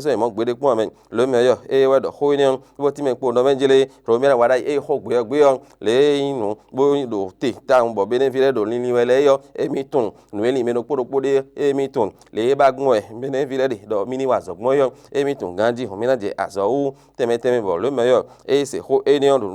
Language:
Fon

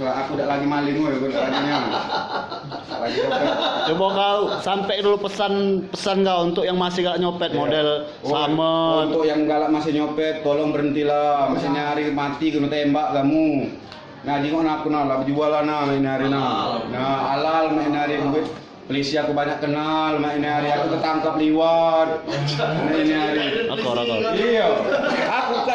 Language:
Musi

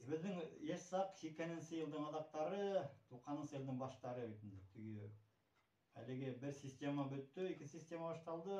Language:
Bashkir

